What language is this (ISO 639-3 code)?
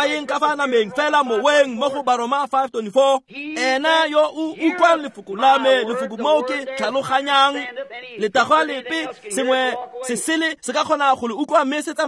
tsn